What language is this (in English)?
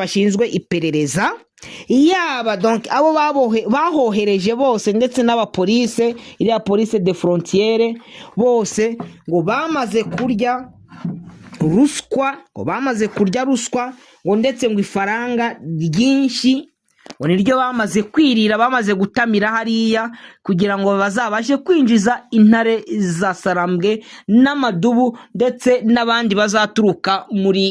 Kinyarwanda